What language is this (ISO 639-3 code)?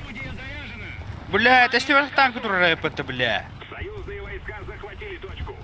sah